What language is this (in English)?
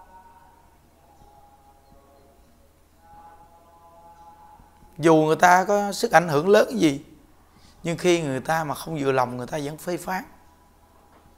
Vietnamese